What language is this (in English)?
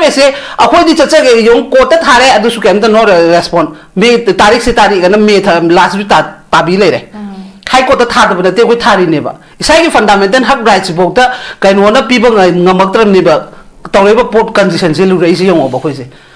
Manipuri